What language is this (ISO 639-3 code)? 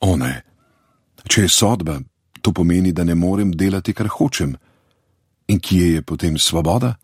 slv